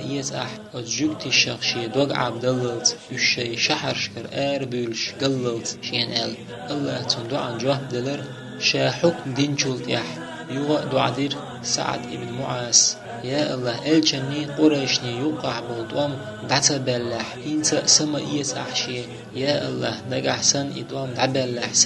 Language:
Chechen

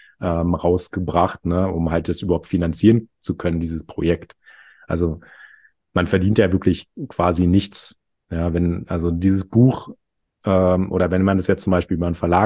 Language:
German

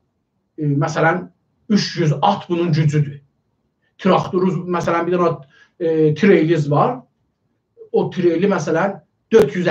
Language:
South Azerbaijani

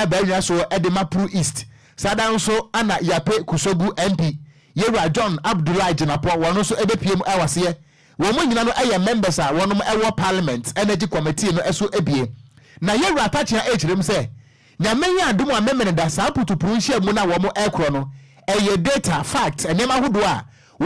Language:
Akan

